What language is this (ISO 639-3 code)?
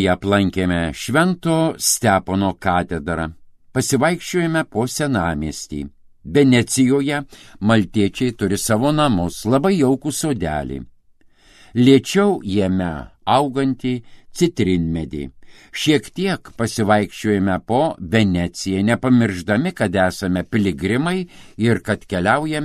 lit